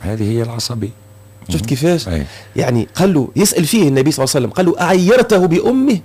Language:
Tunisian Arabic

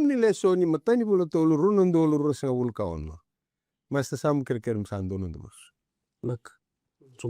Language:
Fijian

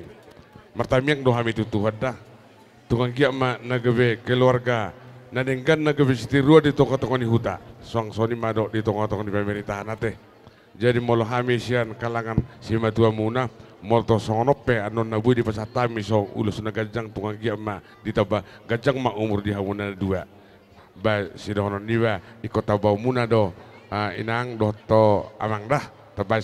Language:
Batak Toba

